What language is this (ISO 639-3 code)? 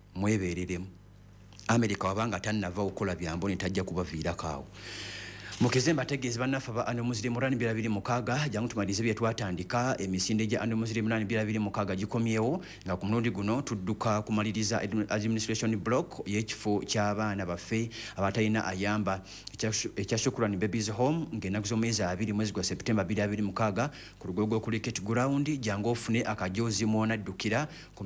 lug